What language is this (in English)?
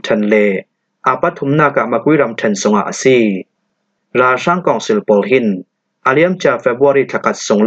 Falam Chin